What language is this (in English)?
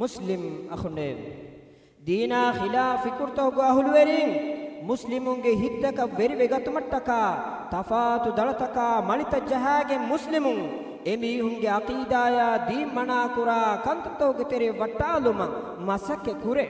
Divehi